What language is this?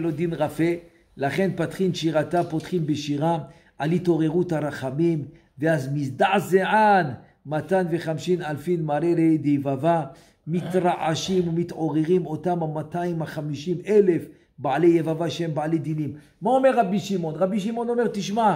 Hebrew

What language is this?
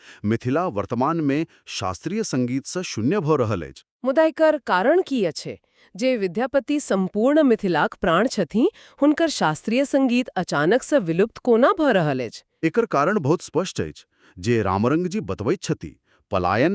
Maithili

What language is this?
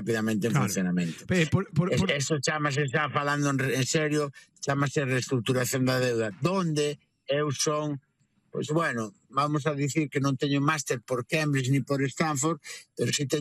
Galician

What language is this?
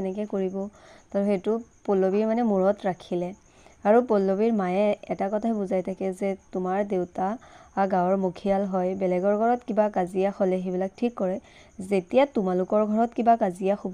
Assamese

